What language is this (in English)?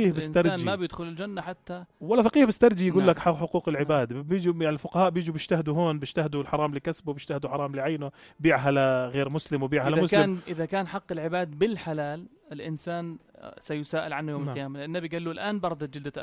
North Levantine Arabic